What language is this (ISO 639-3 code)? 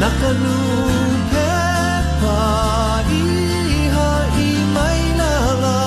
haw